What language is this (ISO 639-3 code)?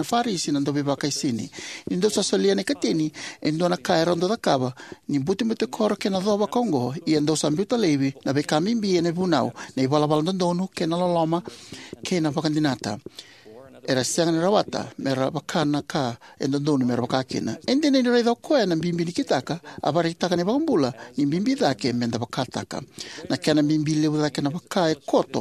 fij